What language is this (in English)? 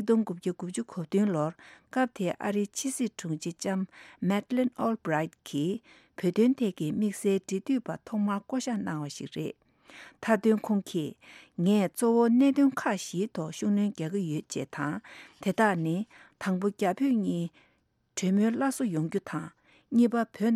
Tibetan